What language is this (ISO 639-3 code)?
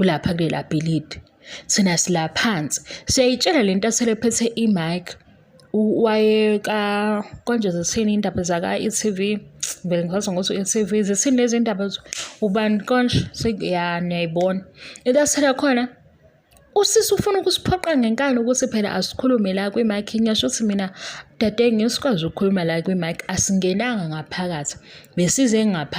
zul